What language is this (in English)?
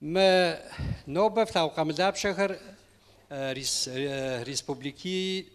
Kabardian